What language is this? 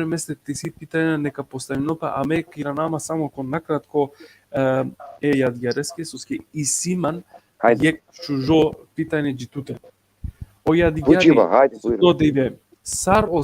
Balkan Romani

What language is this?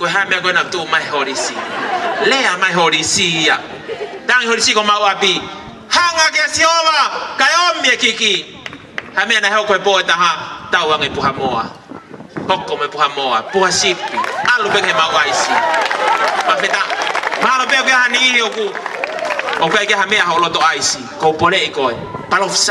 Tongan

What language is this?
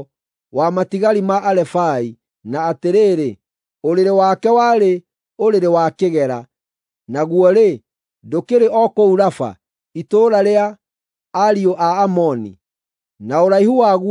Kikuyu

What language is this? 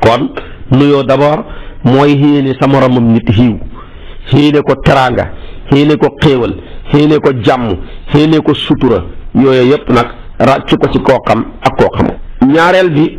Wolof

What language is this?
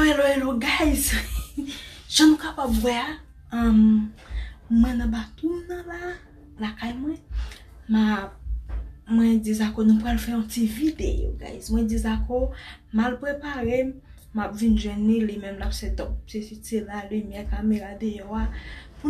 Haitian Creole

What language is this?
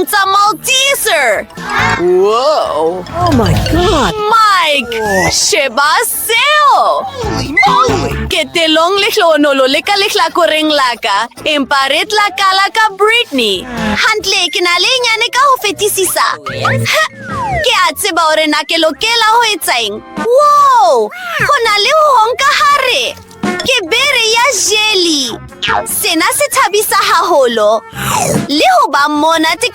Southern Sotho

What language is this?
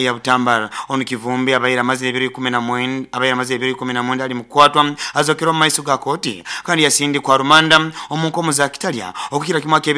Nyoro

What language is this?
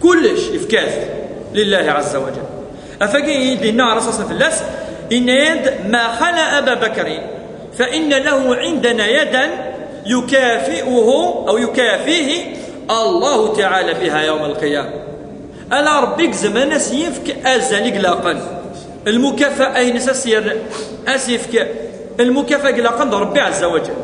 Kabyle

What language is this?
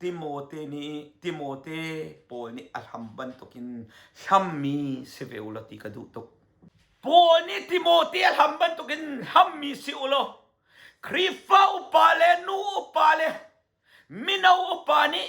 Hakha Chin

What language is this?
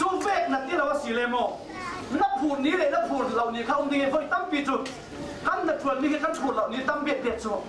Falam Chin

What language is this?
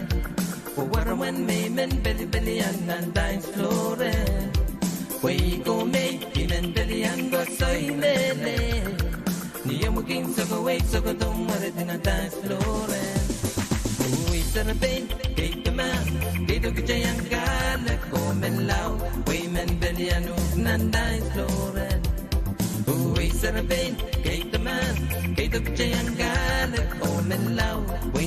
Pohnpeian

